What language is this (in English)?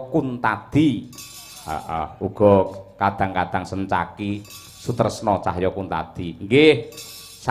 Javanese